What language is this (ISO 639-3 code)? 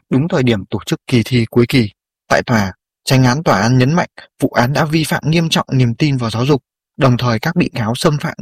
vie